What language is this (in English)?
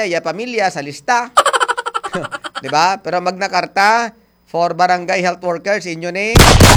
Hiligaynon